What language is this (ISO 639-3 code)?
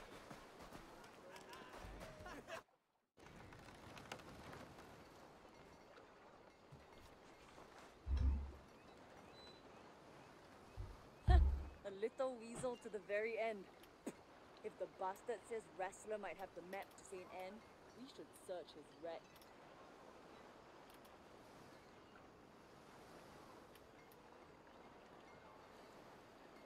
eng